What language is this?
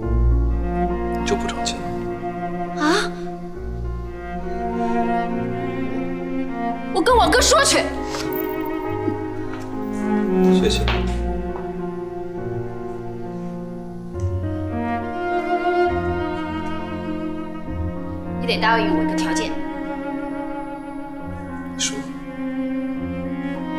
Chinese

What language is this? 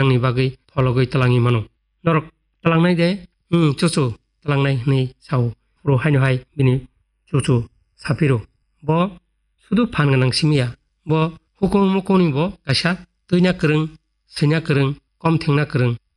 Kok Borok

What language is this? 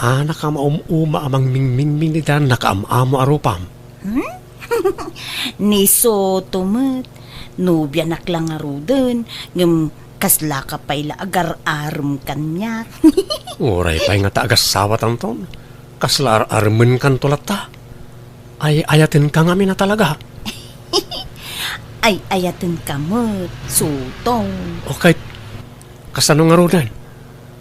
Iloko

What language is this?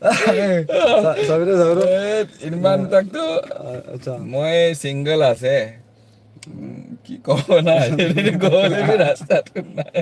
Naga Pidgin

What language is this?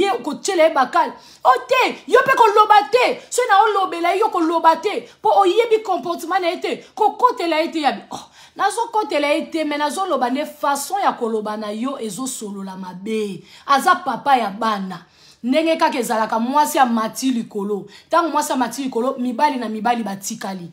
Lingala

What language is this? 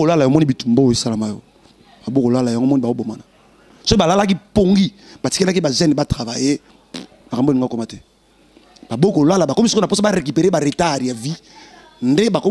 Lingala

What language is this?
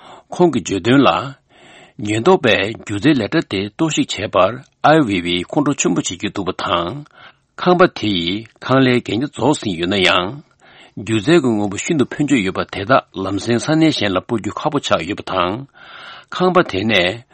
Tibetan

